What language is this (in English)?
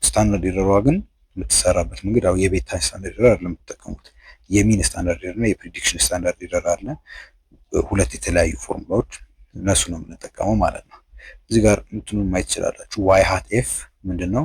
Amharic